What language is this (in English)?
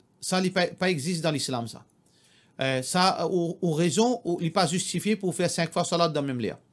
Morisyen